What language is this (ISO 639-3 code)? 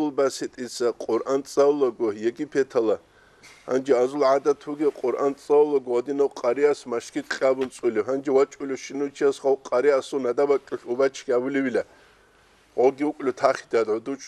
ava